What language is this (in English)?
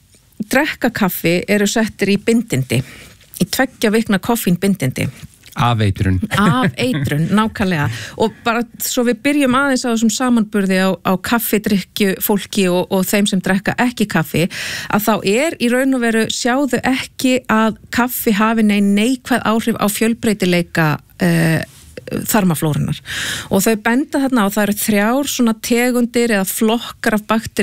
Icelandic